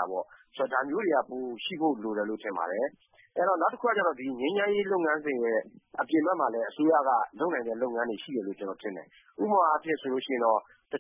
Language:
Burmese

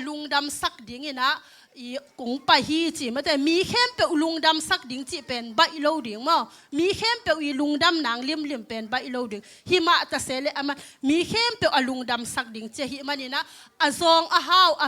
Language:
Tedim Chin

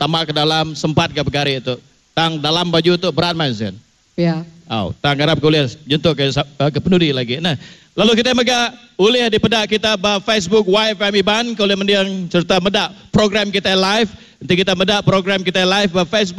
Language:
Iban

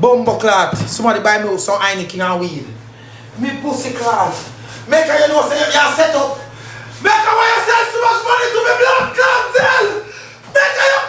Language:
Jamaican Creole English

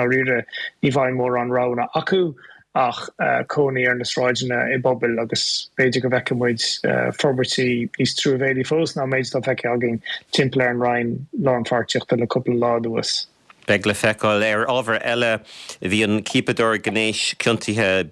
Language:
Irish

